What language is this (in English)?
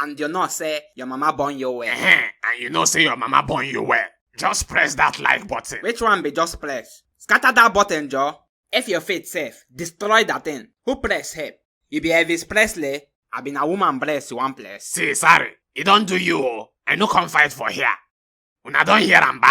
Nigerian Pidgin